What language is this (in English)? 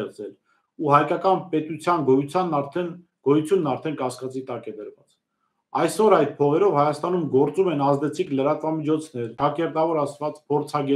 Armenian